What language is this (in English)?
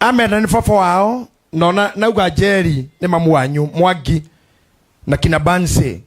Kikuyu